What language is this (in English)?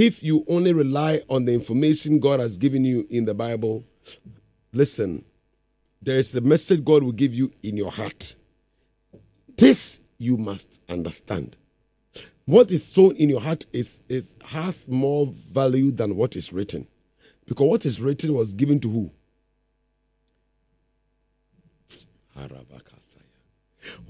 English